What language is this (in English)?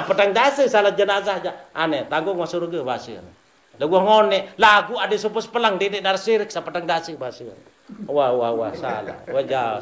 Sasak